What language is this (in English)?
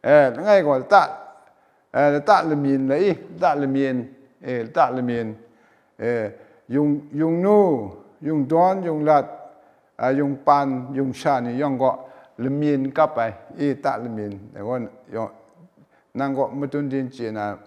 Kachin